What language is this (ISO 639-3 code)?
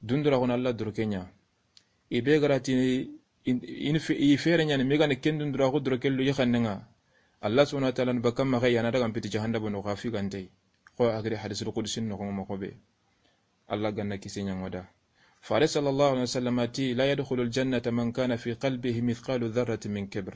snk